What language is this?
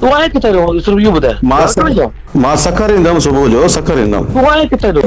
Sindhi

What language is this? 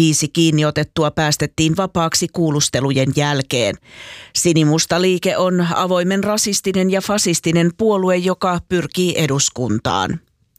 Finnish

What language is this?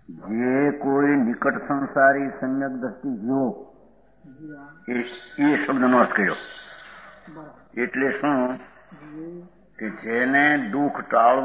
Gujarati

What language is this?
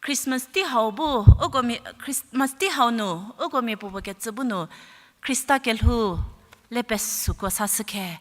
Angami Naga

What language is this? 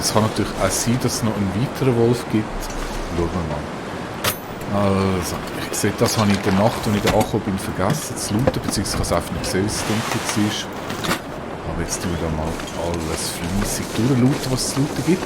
Swiss German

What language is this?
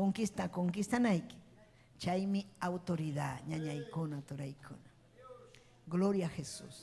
Ayacucho Quechua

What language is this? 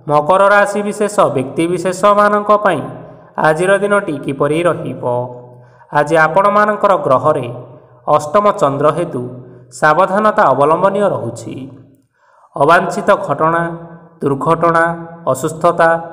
Odia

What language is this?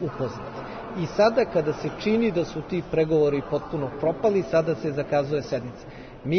Serbian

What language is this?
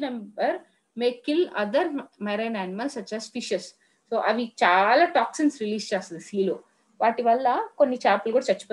Telugu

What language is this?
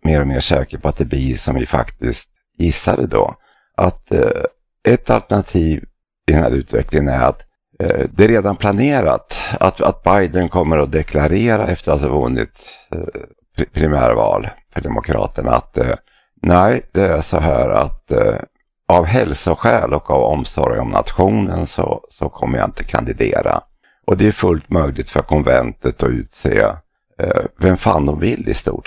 Swedish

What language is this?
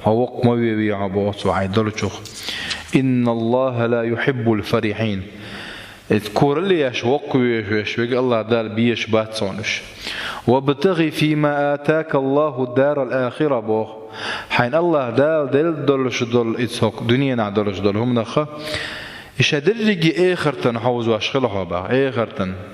Chechen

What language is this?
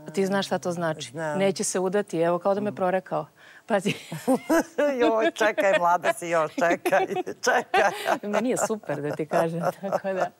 Serbian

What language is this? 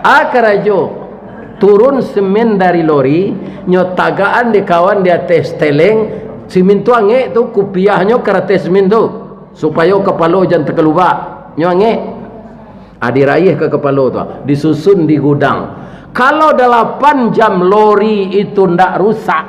Minangkabau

